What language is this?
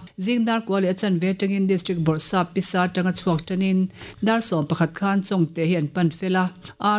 Mizo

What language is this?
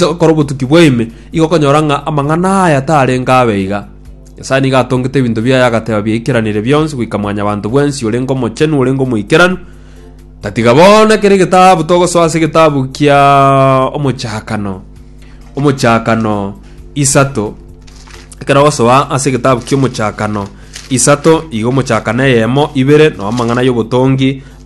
Gusii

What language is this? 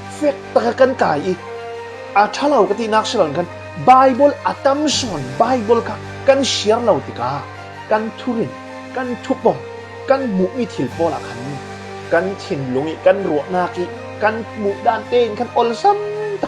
Falam Chin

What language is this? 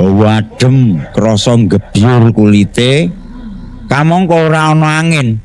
Javanese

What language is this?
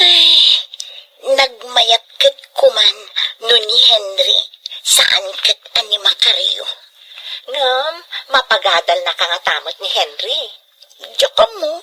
Iloko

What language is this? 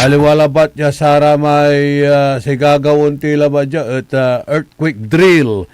Pangasinan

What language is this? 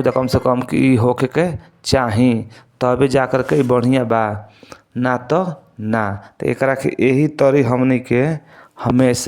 Bhojpuri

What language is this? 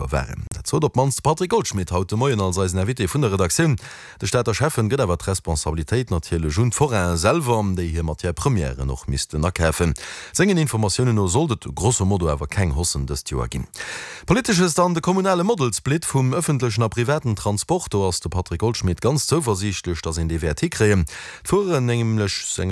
Luxembourgish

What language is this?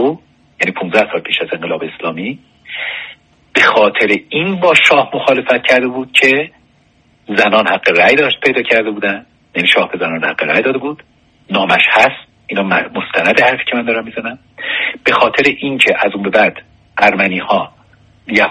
Persian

